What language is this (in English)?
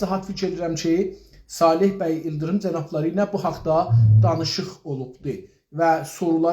South Azerbaijani